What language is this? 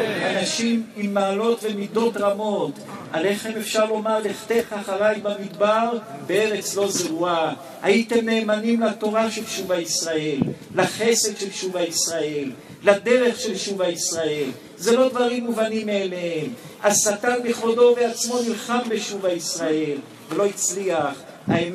Hebrew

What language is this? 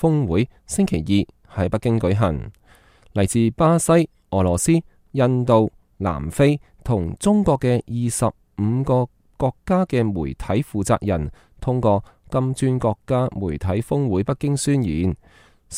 Cantonese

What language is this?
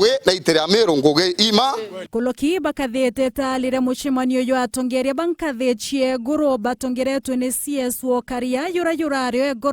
Meru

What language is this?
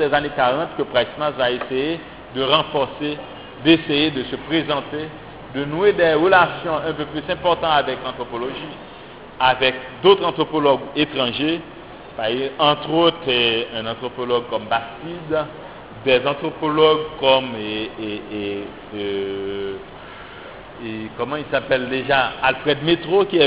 French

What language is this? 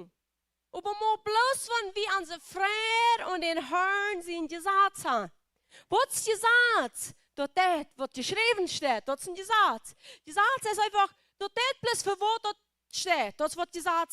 Plautdietsch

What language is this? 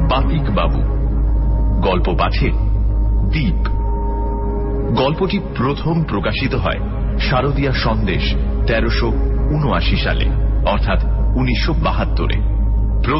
Bangla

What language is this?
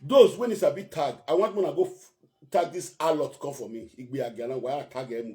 Nigerian Pidgin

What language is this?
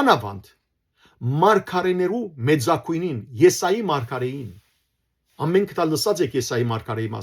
Western Armenian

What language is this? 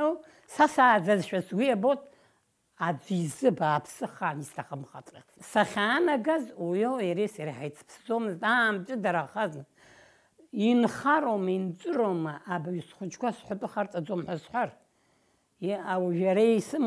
Abkhazian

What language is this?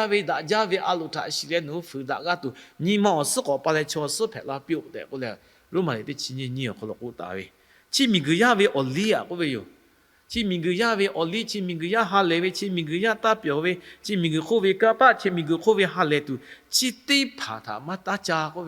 Lahu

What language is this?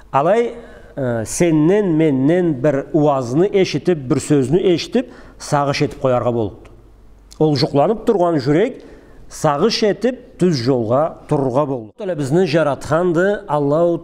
Karachay-Balkar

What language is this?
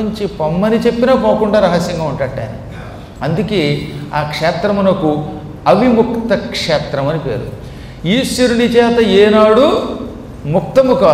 Telugu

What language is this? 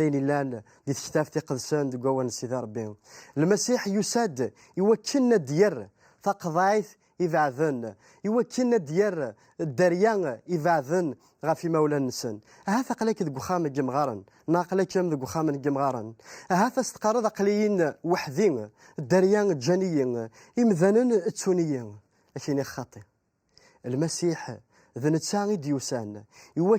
Kabyle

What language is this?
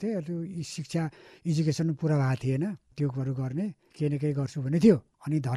Nepali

